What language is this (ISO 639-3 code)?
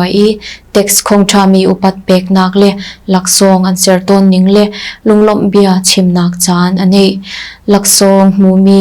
cnh